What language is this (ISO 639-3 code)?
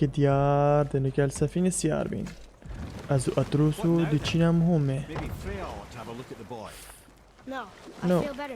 kur